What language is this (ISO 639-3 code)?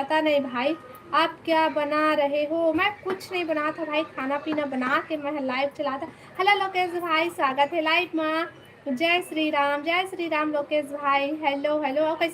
hne